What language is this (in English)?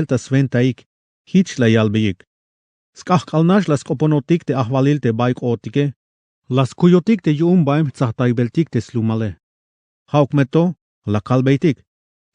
Tzeltal